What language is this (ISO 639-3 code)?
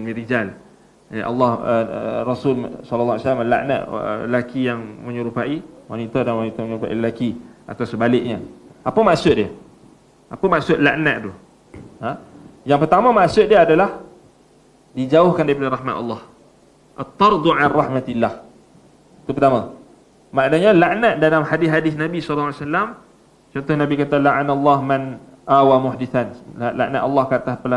msa